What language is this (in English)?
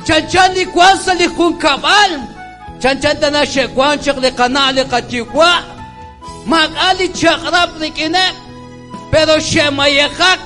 Kekchí